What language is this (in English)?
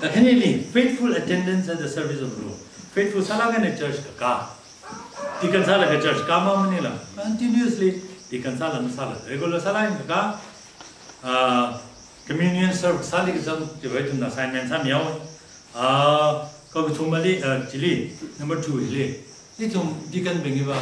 Tangkhul Naga (India)